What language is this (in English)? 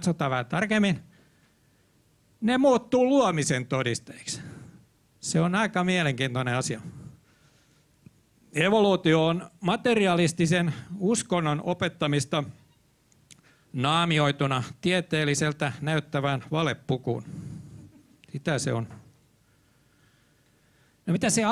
Finnish